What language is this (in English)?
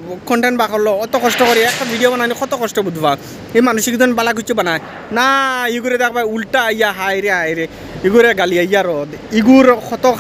Sylheti